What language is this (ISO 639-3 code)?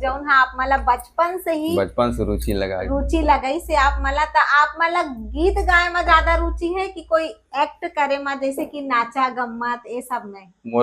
hne